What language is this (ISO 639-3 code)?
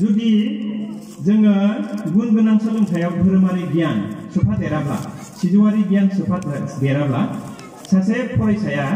brx